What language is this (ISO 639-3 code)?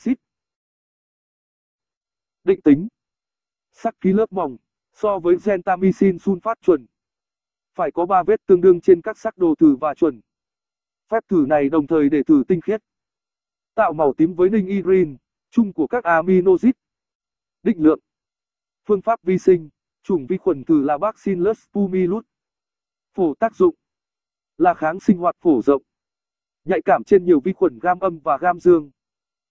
vie